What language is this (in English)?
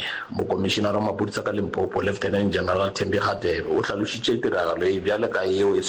Northern Sotho